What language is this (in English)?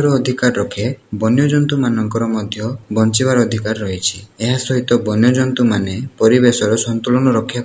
Odia